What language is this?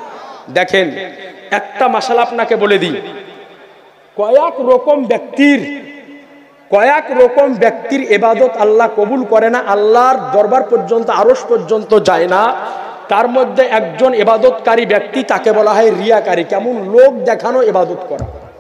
Bangla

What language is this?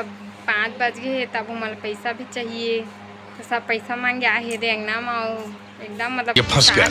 Chhattisgarhi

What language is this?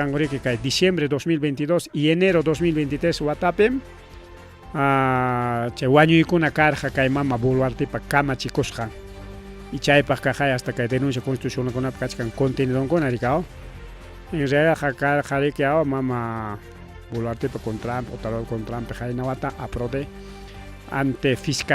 Ayacucho Quechua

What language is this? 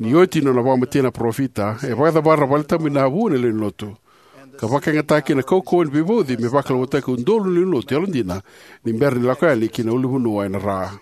Fijian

